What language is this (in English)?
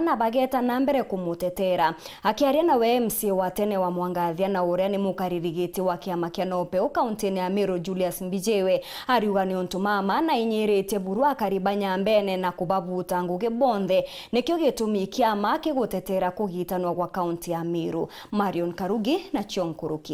Meru